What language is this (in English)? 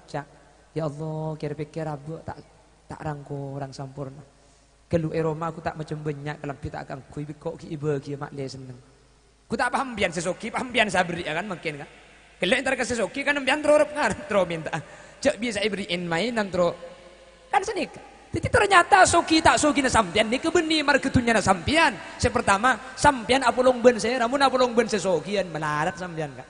Madurese